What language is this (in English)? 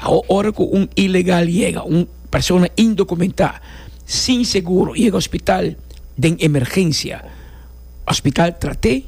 Papiamento